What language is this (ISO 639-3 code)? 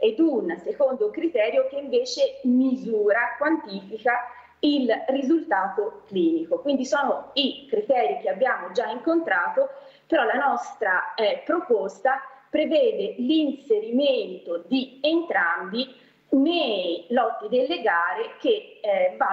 ita